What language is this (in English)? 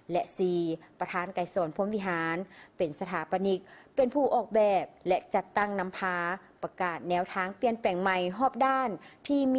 Lao